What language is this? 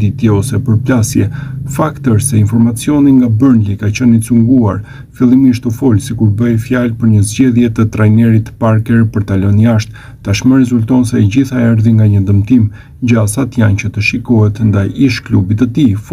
Albanian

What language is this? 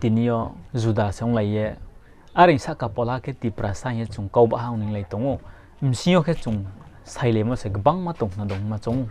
Riang (India)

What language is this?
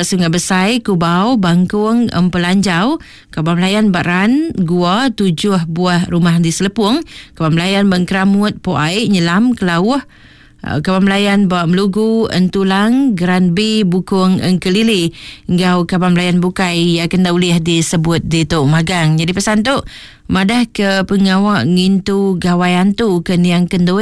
Iban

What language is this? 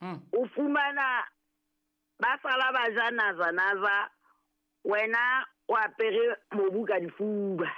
Southern Sotho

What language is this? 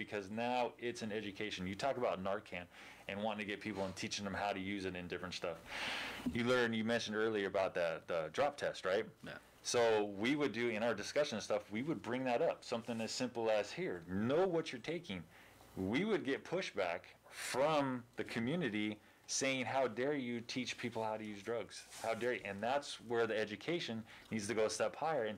English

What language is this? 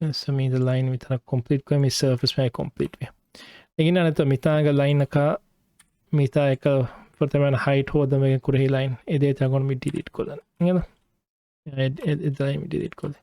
Divehi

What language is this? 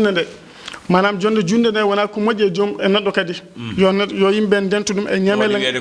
Fula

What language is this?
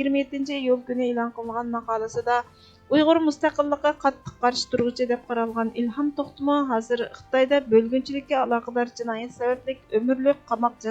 Uyghur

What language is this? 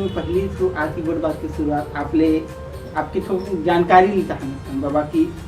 Chhattisgarhi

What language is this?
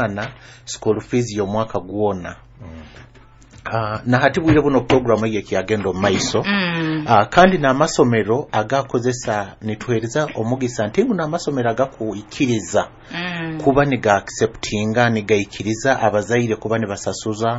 Nyoro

